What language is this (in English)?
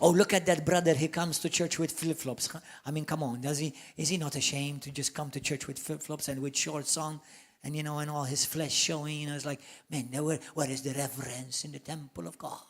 English